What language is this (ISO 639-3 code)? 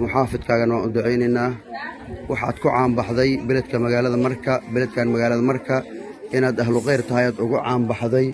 som